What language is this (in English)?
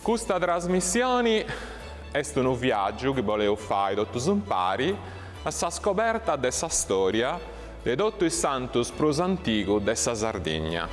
Sardinian